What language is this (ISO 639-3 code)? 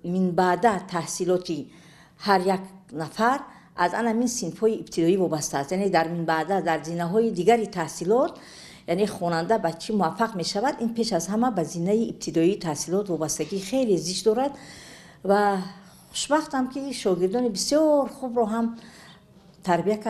tgk